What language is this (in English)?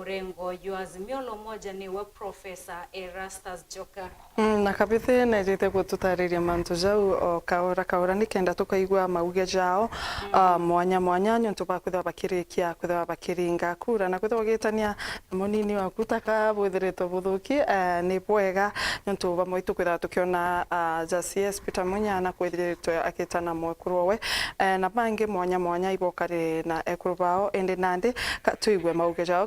Meru